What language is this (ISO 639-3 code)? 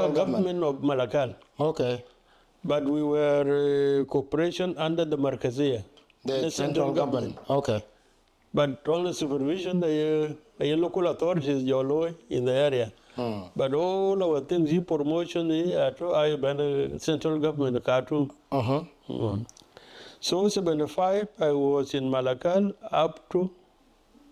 din